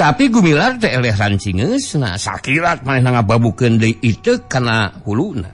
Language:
Sundanese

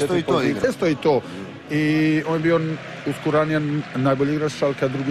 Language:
Croatian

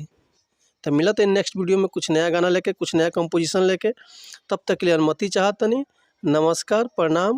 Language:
Bhojpuri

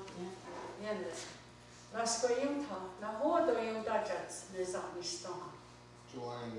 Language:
Mohawk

